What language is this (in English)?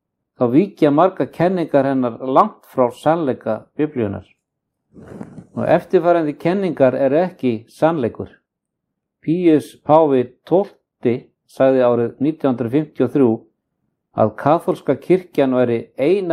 Icelandic